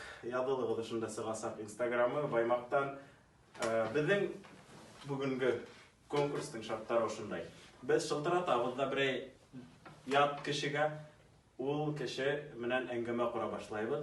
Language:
Bashkir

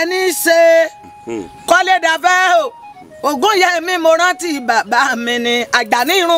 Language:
Yoruba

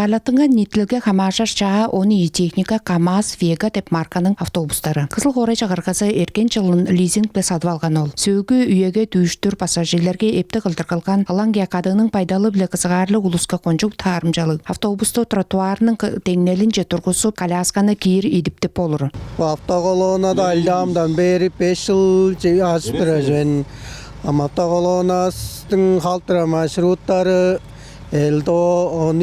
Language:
Tuvinian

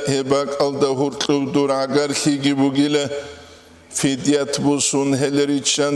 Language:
Avaric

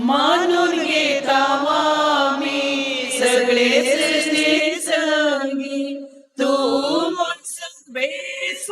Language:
Konkani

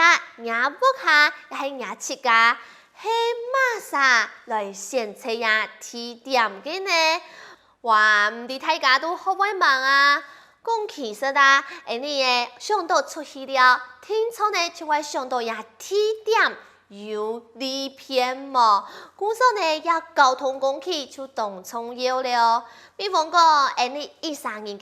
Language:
Hakka Chinese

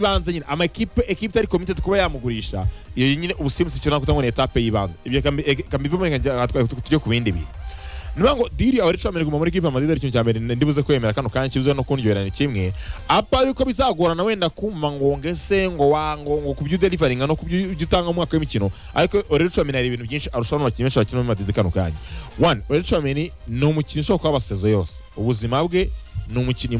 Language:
Kinyarwanda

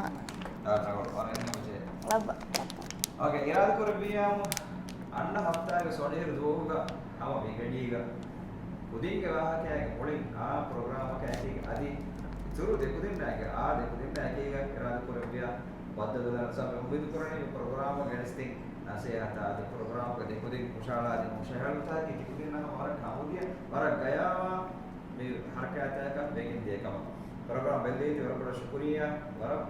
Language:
Divehi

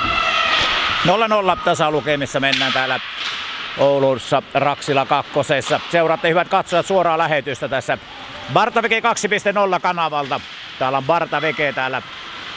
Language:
Finnish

